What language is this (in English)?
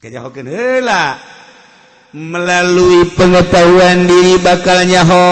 Sundanese